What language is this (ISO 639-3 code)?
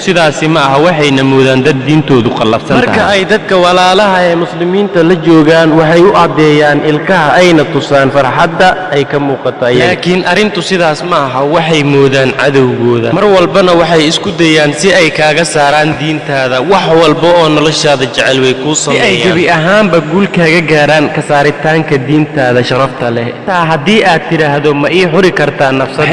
som